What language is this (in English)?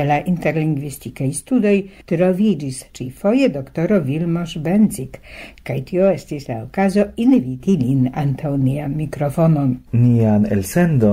Esperanto